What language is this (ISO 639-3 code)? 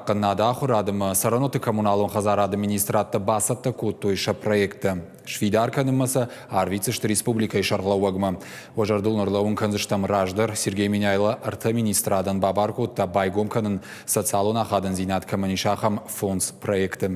oss